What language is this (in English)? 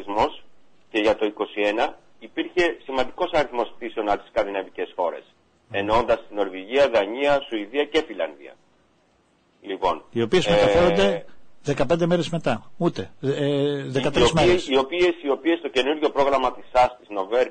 Greek